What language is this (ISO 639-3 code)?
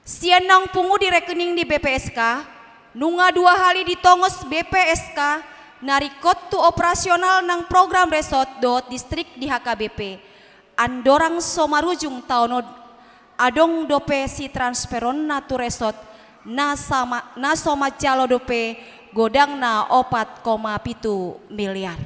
bbc